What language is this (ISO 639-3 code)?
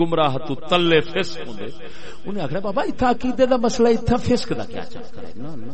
skr